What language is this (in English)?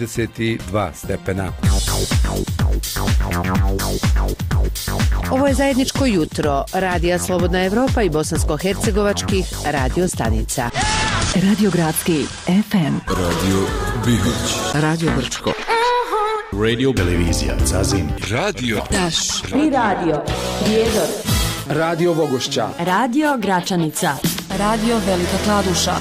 Bosnian